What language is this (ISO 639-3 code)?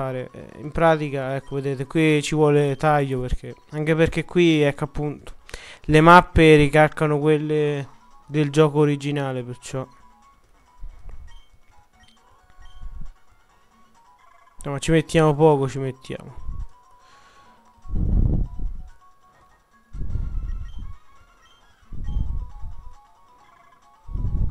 ita